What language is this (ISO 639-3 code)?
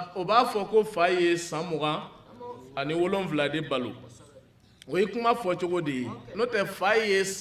bam